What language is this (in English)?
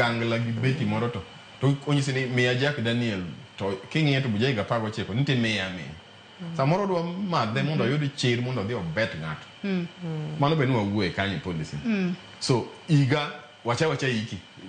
Luo (Kenya and Tanzania)